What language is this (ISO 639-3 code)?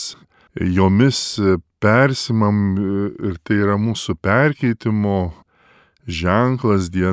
lit